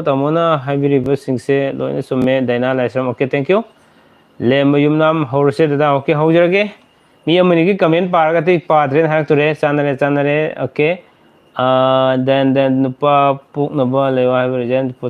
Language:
Manipuri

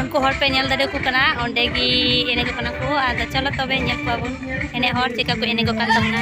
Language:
Santali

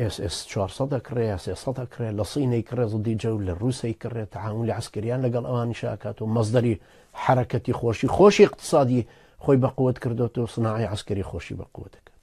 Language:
Central Kurdish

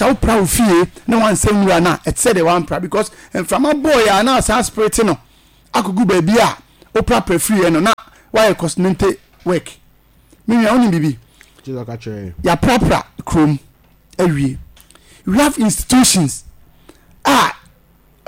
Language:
Akan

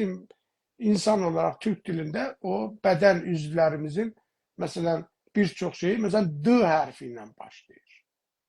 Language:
South Azerbaijani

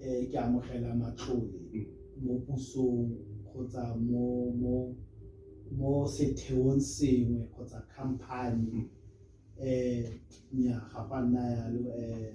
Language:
Tswana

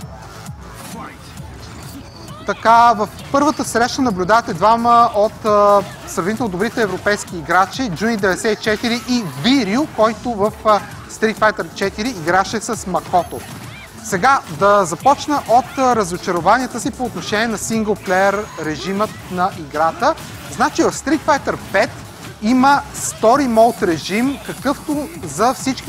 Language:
Bulgarian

